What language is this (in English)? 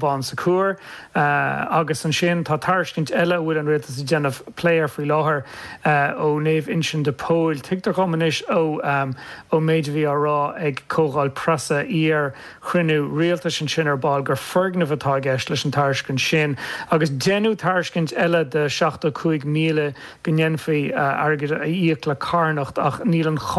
Irish